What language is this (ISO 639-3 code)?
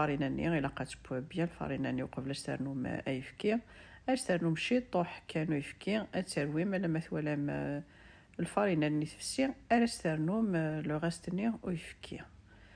kab